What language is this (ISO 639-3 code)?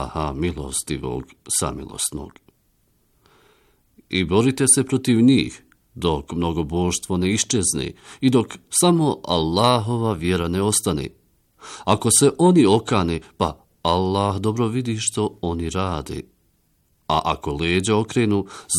bos